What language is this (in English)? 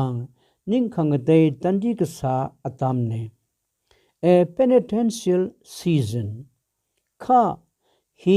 Tangkhul Naga (India)